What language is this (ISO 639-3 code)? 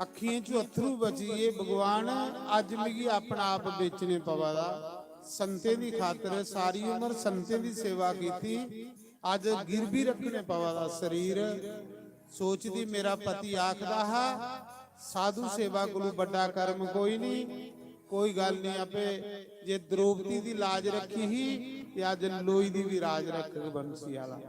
doi